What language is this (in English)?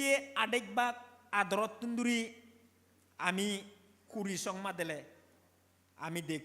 Chakma